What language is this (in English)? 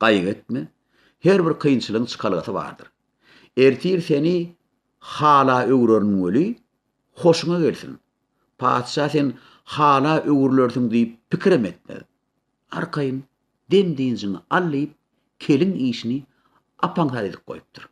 Turkmen